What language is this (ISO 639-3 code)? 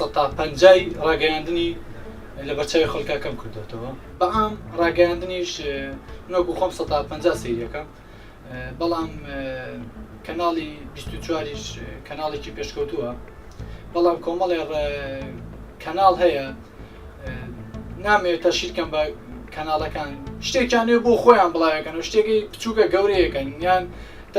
ckb